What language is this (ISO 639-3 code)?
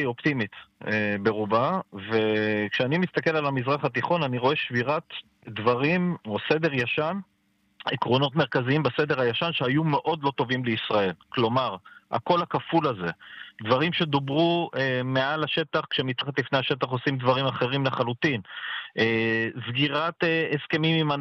heb